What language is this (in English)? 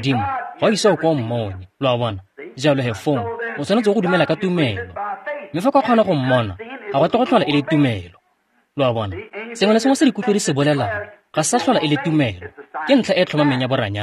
Tswana